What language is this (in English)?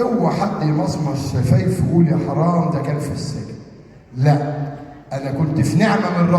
Egyptian Arabic